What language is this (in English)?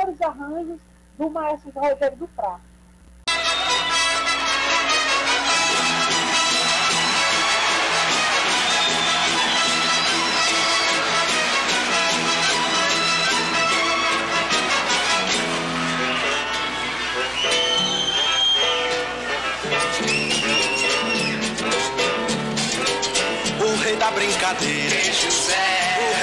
Portuguese